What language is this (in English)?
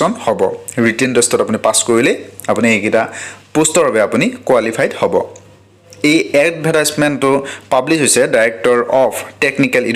Assamese